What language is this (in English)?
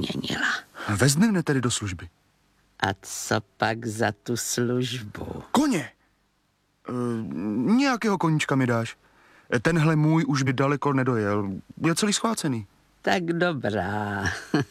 Czech